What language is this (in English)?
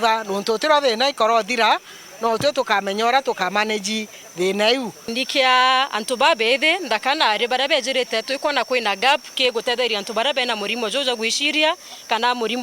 Meru